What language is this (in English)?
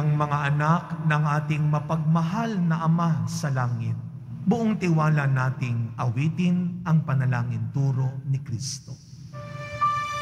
Filipino